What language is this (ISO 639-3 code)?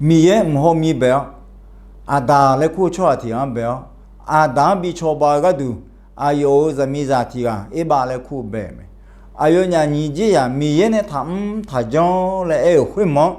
ahk